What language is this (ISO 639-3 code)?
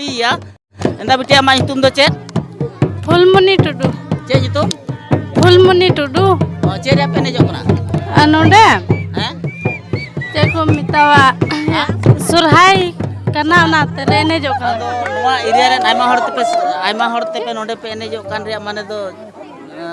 sat